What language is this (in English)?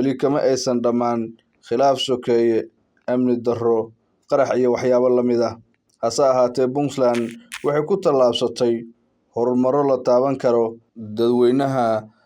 Somali